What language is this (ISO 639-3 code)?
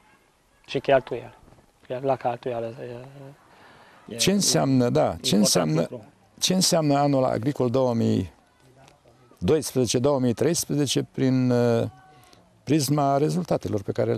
ron